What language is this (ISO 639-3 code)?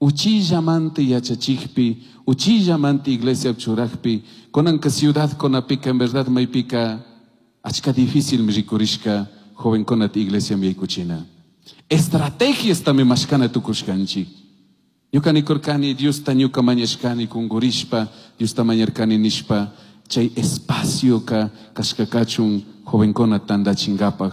qug